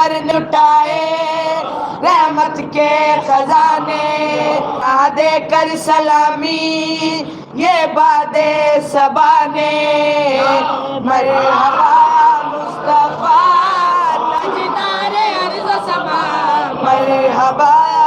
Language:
Saraiki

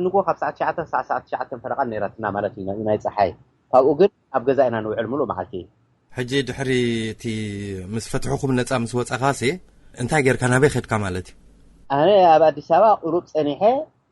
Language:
Tigrinya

